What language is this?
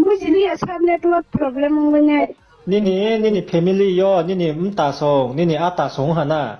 Riang (India)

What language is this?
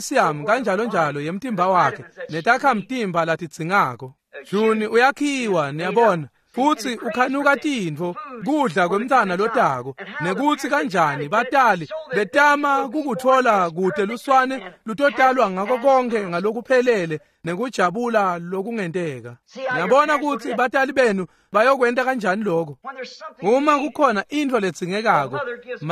Swati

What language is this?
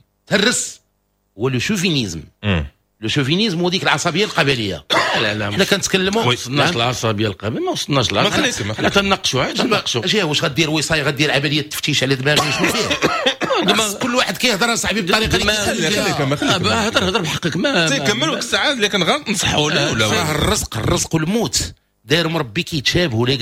Moroccan Arabic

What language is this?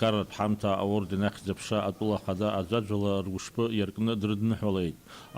Abkhazian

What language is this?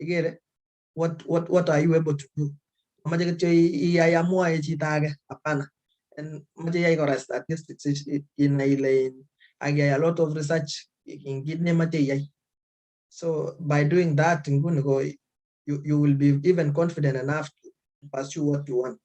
Kalenjin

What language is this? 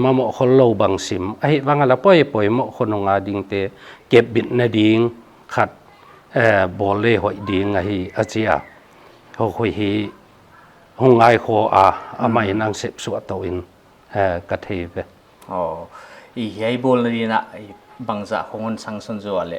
Paite Chin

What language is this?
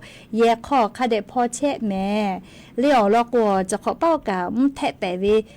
Lahu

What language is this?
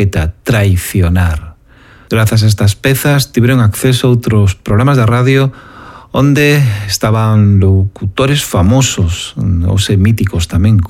Galician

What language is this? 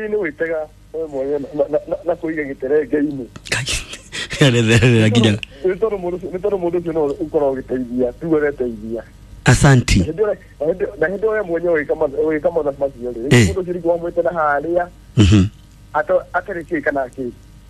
Kikuyu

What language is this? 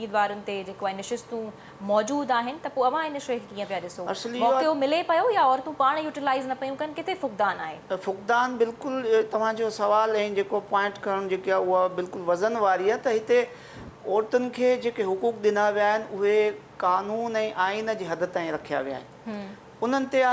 Sindhi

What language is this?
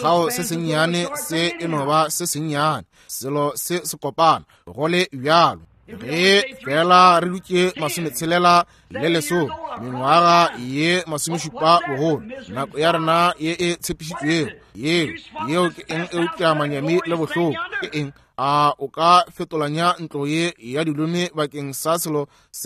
Northern Sotho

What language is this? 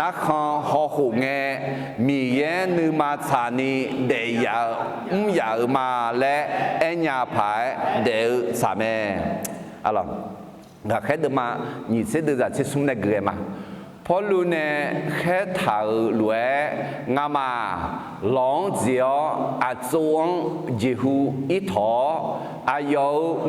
Akha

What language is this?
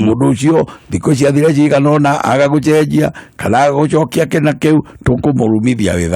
Kikuyu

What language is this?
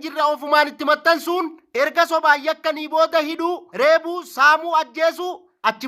Oromo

